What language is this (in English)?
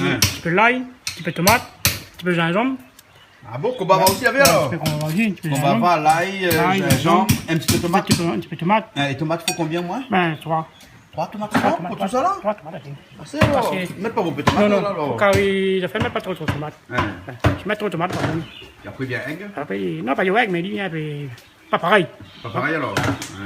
Réunion Creole French